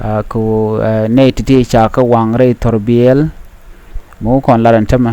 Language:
Nuer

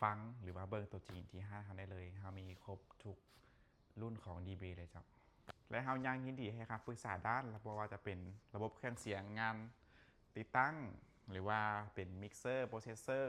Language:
Lao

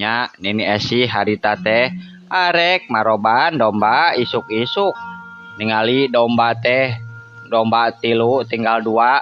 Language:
Sundanese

